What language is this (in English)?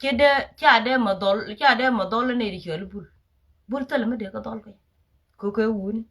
Nuer